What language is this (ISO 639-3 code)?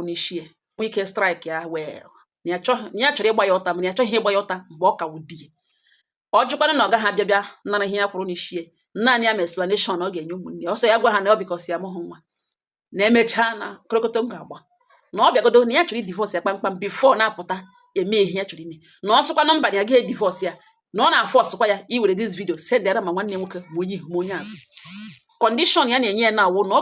ibo